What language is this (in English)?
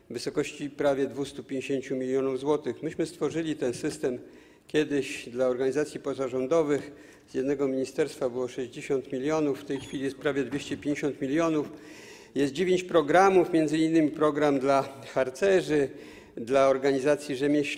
Polish